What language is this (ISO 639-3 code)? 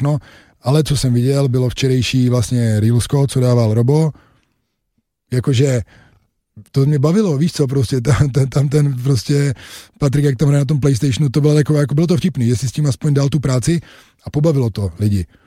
ces